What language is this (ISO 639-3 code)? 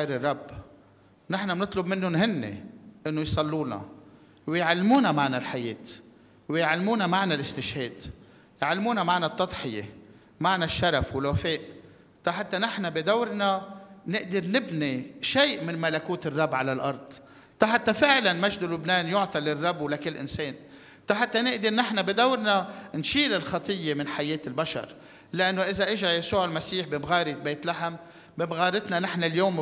apc